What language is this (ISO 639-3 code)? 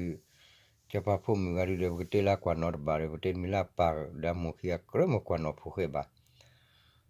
ksw